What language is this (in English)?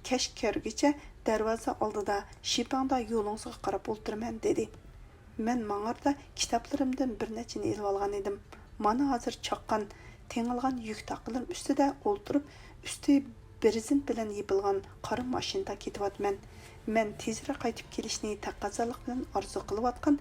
Uyghur